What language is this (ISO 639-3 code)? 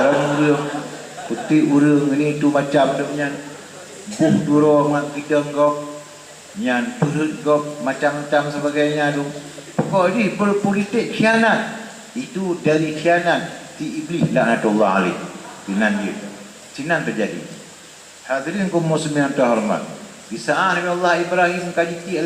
ace